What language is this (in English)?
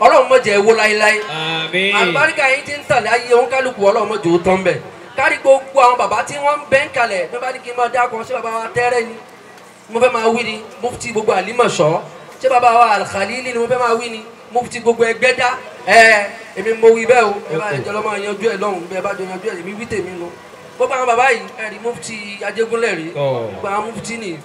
Yoruba